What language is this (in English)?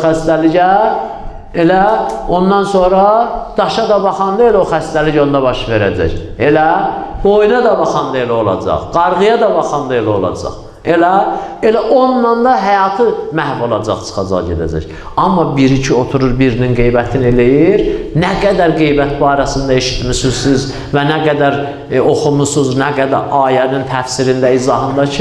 Azerbaijani